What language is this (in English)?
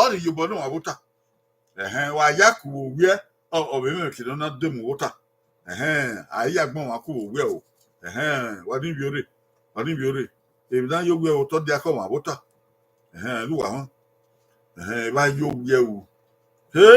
Bini